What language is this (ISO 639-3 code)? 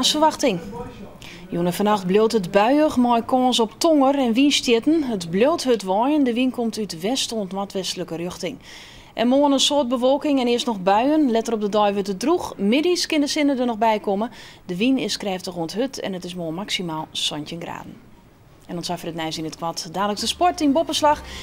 fry